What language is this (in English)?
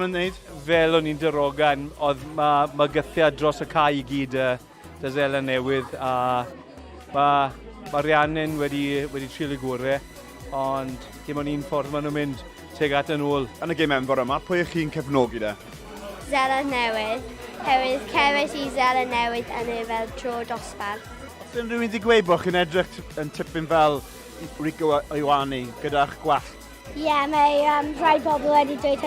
Welsh